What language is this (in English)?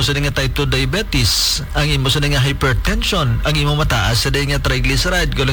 Hiligaynon